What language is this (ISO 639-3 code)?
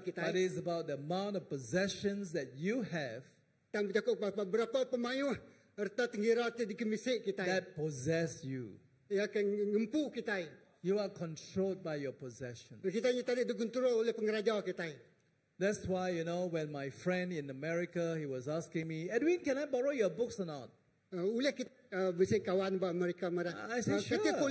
iba